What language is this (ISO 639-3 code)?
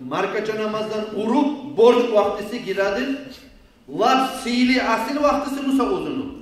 kum